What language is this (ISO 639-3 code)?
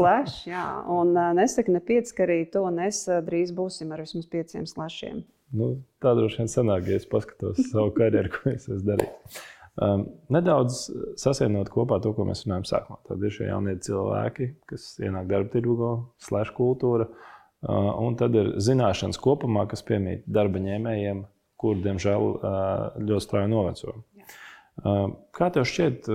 lav